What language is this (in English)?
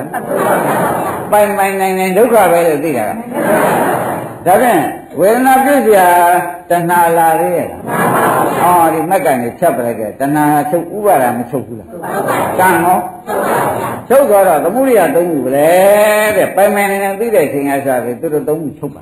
Burmese